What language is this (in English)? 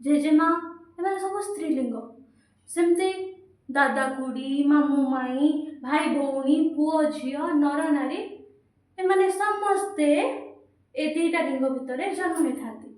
Odia